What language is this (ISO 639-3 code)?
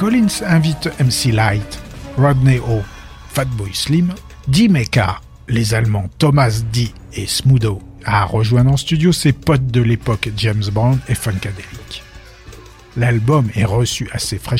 fra